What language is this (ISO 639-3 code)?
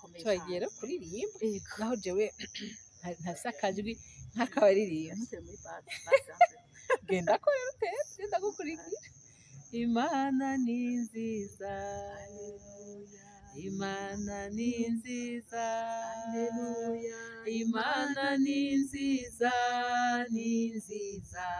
run